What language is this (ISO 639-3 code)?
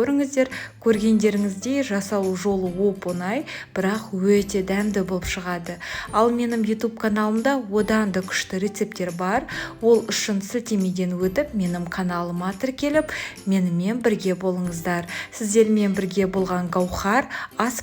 kaz